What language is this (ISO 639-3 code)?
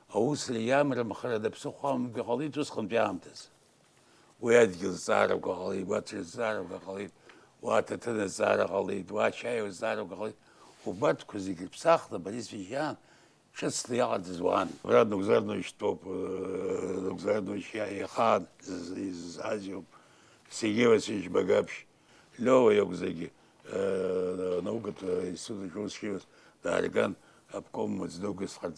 abk